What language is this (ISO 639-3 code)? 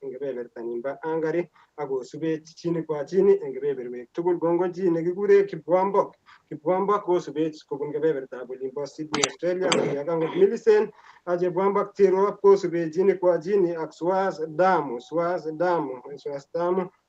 kln